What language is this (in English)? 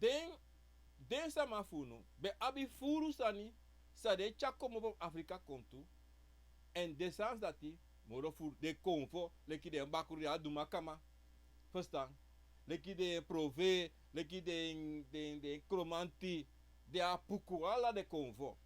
Sranan Tongo